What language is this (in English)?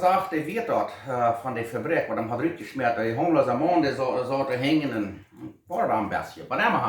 Plautdietsch